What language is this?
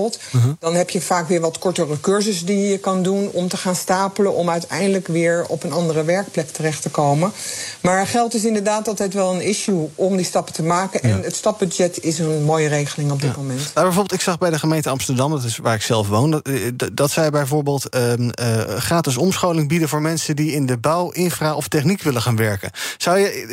Dutch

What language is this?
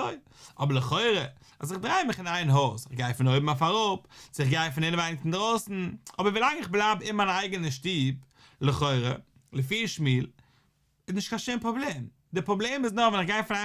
Yiddish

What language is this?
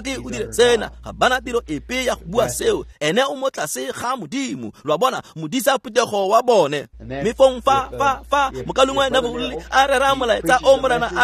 Tswana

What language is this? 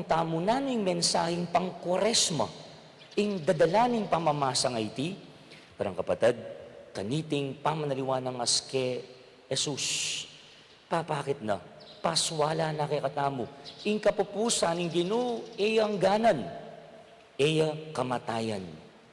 Pampanga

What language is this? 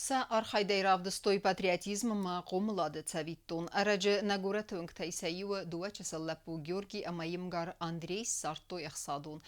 Ossetic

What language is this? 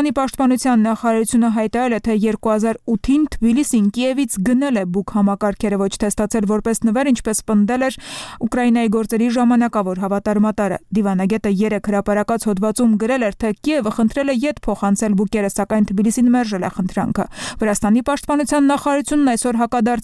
Armenian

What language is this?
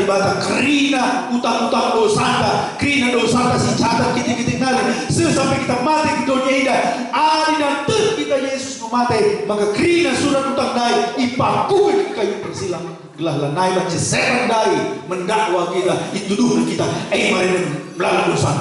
Batak Karo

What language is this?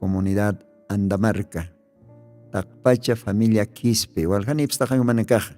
Aymara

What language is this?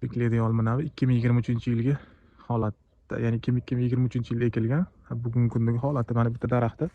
Uzbek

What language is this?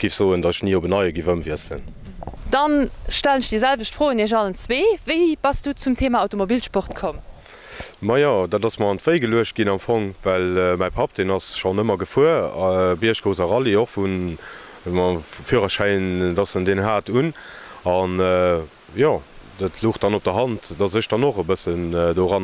Luxembourgish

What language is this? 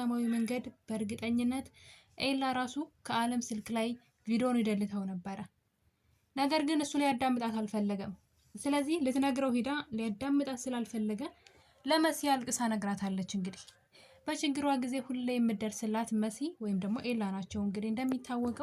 Amharic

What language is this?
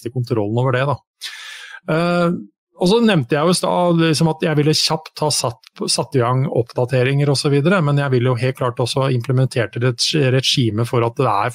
Norwegian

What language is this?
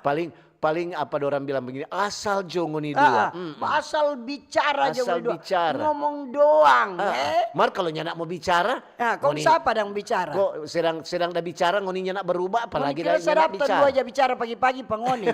Manado Malay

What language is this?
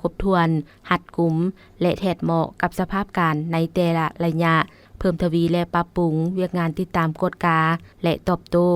Lao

